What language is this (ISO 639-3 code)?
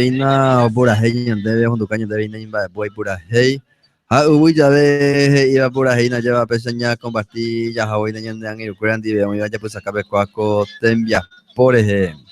grn